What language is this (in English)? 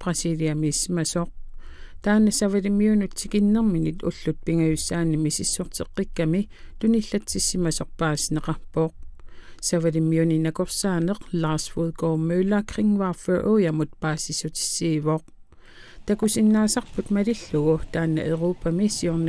Kalaallisut